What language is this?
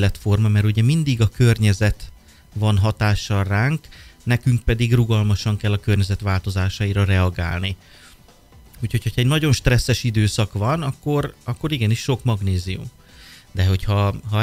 Hungarian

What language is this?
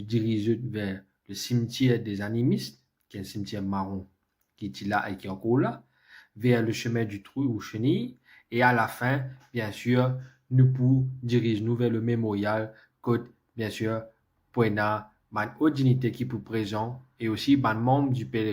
Morisyen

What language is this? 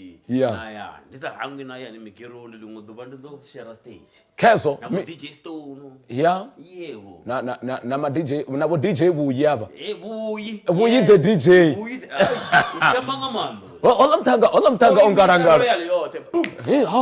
Venda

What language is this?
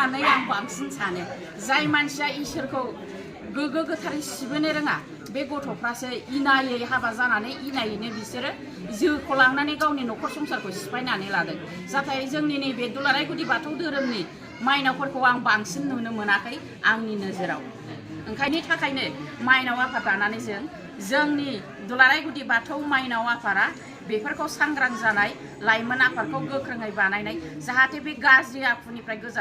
Bodo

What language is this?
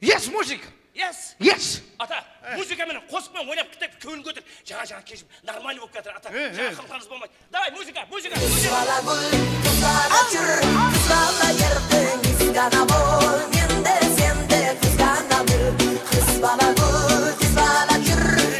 Kara-Kalpak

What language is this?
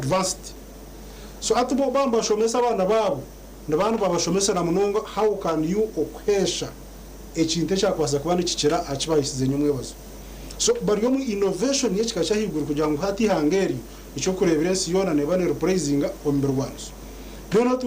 Nyankole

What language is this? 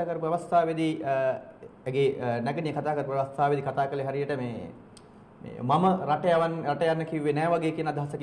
Sinhala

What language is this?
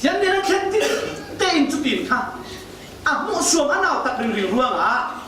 Falam Chin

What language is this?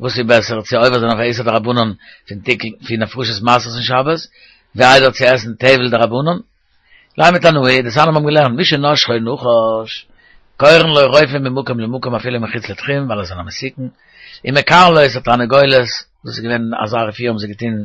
Yiddish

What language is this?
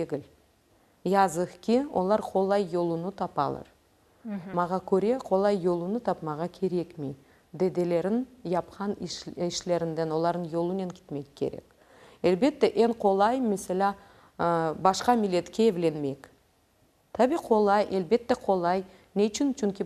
Crimean Tatar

